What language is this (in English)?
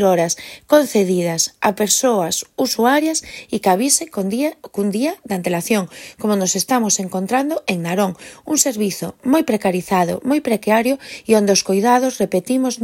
Galician